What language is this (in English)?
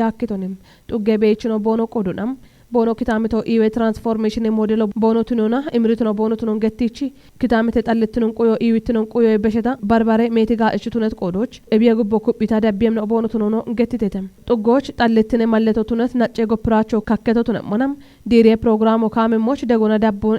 Kafa